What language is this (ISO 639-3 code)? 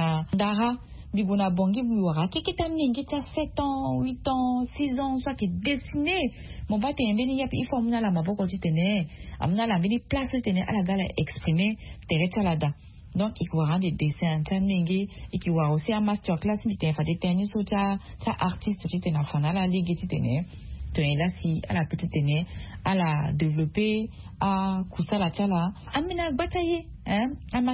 sag